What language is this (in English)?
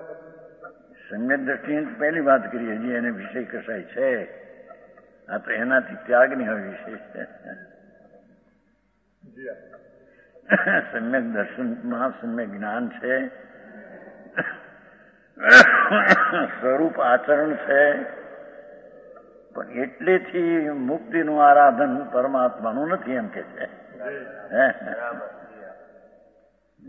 Gujarati